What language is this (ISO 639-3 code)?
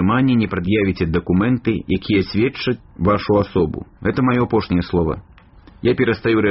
bel